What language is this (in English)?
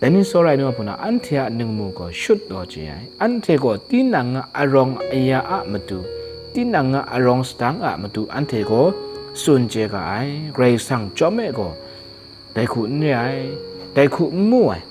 Kachin